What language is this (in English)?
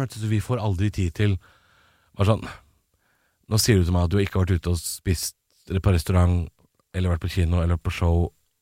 Norwegian